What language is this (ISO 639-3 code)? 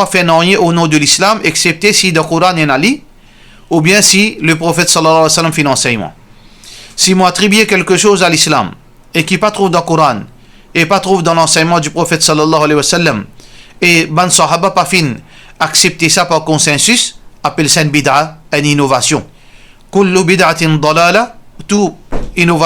mfe